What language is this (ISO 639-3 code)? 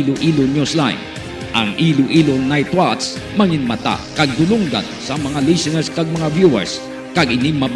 hil